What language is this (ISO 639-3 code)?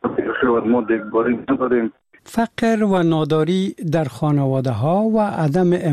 fas